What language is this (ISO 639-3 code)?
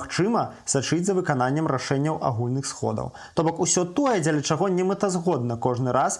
bel